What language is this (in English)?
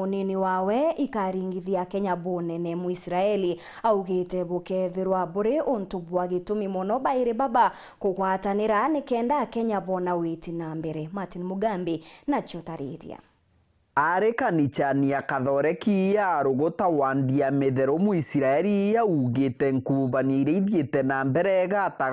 Meru